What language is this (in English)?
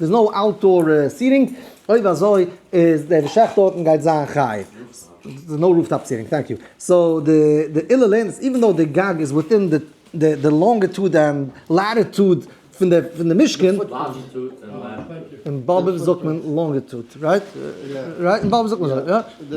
Yiddish